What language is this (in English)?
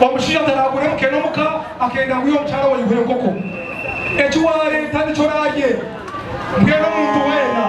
Nyankole